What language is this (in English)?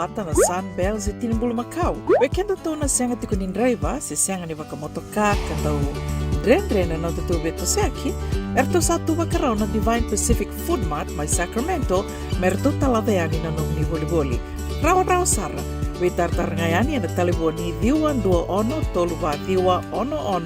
Fijian